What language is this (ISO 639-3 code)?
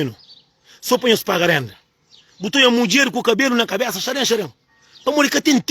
kea